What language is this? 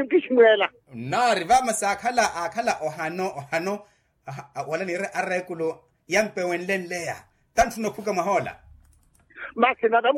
Makhuwa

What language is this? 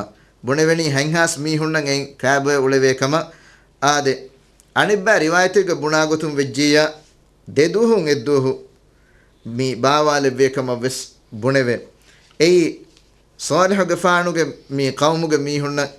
Divehi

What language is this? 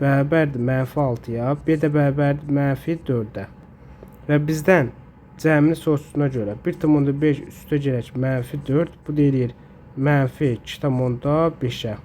Azerbaijani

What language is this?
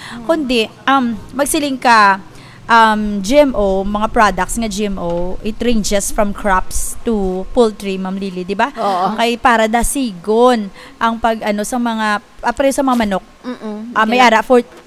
Hiligaynon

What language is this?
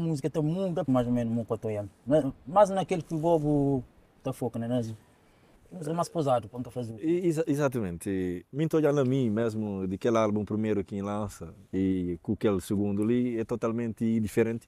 Kabuverdianu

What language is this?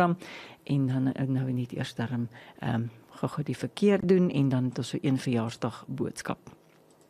Afrikaans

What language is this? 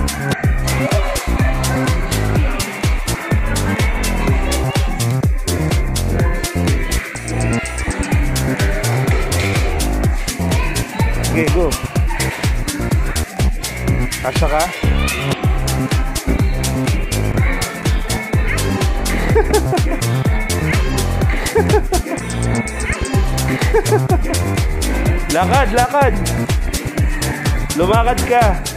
Filipino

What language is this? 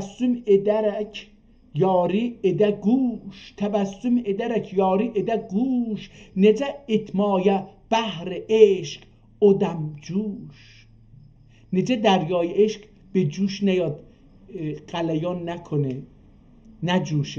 South Azerbaijani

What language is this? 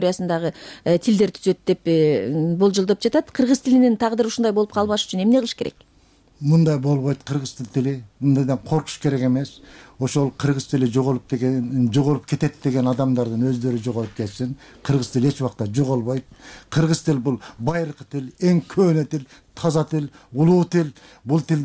Kyrgyz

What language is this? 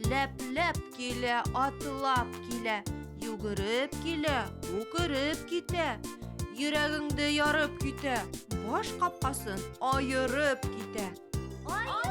Bashkir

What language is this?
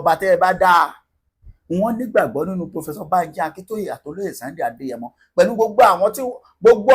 Yoruba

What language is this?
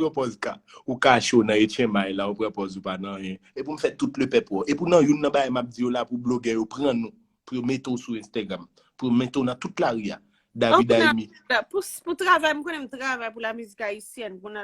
Haitian Creole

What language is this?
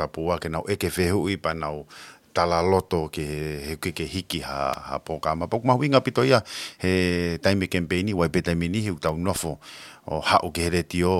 Tongan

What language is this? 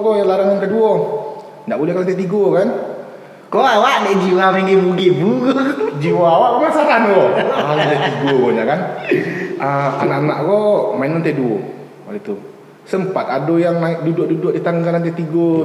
Minangkabau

